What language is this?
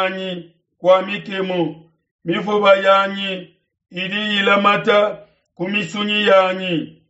Luba-Lulua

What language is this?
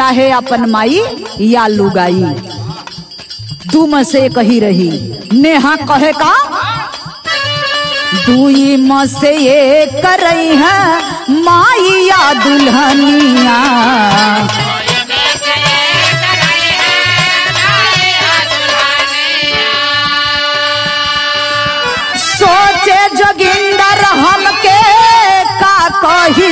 Bhojpuri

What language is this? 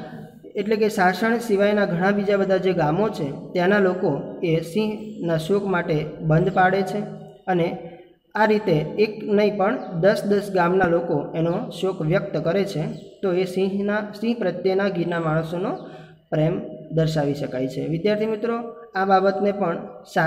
Gujarati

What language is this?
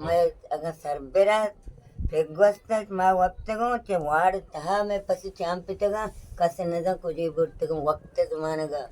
Baluchi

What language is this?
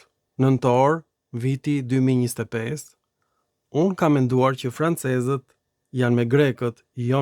Albanian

